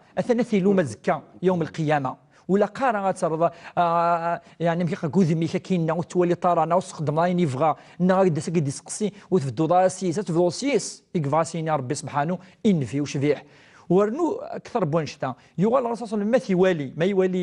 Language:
Kabyle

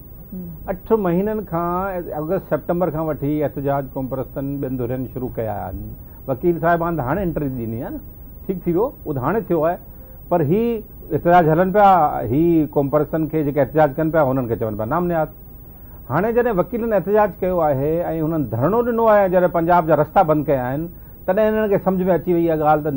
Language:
Sindhi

